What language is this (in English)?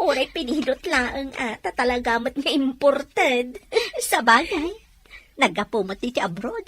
Iloko